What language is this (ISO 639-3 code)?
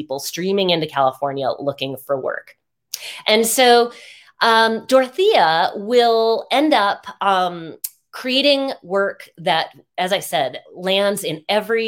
eng